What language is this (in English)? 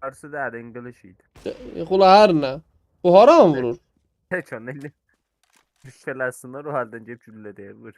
South Azerbaijani